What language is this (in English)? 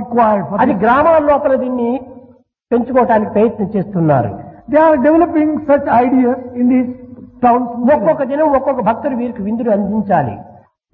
Telugu